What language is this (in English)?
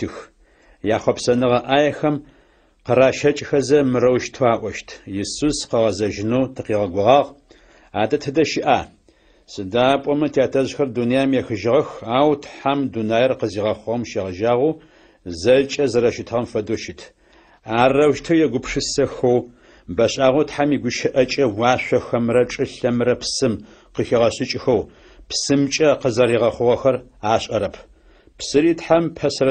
Adyghe